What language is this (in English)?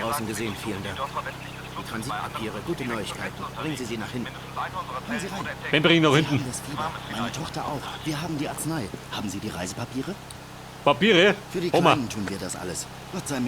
Bavarian